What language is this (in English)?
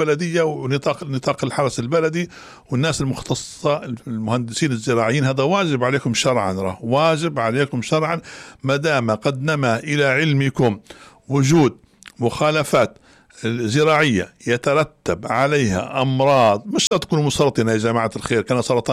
Arabic